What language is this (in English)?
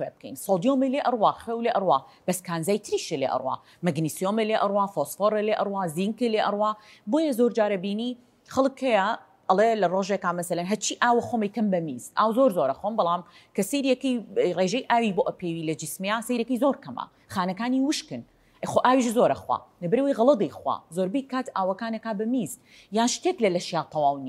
Central Kurdish